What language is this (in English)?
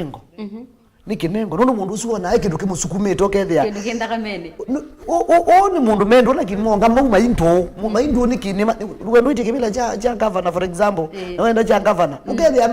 Kamba